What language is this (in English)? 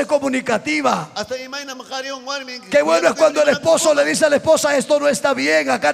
Ayacucho Quechua